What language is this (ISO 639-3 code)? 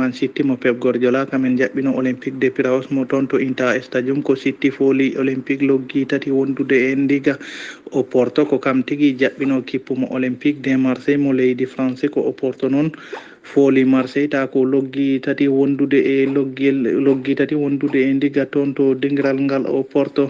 ful